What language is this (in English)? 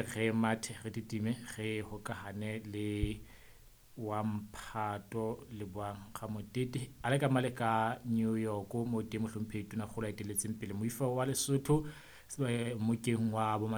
Southern Sotho